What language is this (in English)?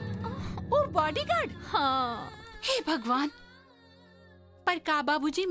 Bhojpuri